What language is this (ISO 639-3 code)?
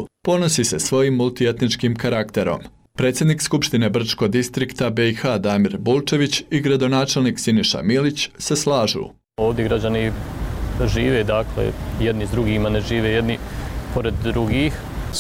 bos